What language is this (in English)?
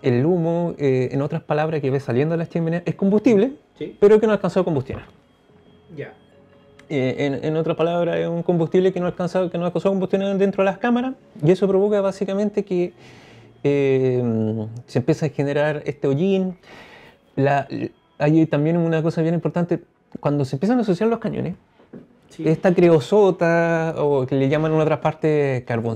Spanish